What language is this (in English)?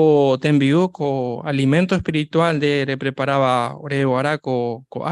Guarani